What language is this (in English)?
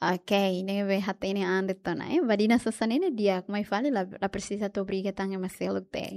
Tetum